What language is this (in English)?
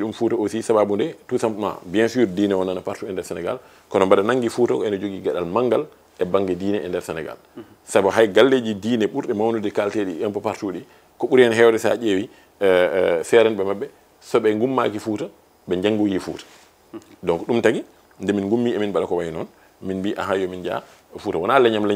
Fula